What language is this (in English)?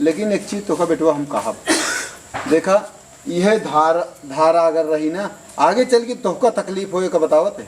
Awadhi